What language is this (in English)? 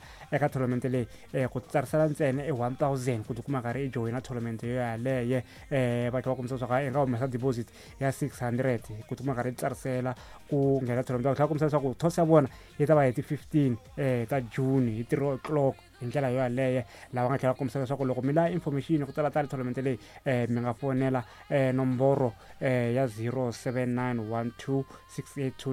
Tsonga